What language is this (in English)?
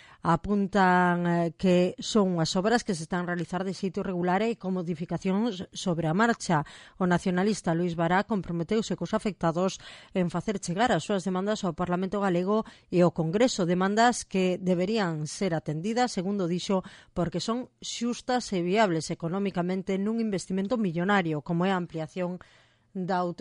Galician